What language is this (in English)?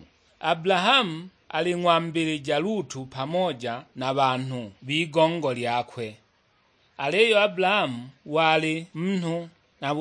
Sukuma